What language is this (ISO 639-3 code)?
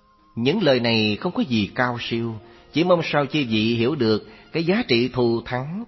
vie